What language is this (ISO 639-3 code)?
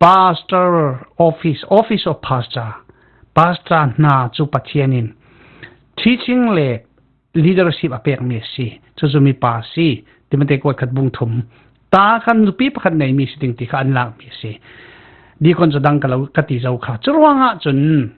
cfm